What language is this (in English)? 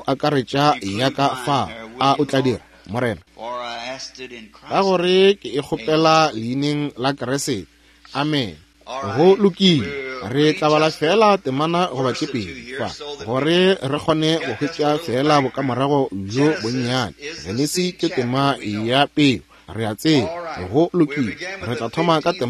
Northern Sotho